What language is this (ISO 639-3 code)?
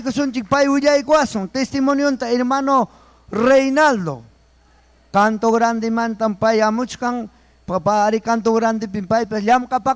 quy